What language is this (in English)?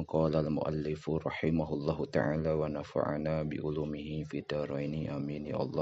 Sundanese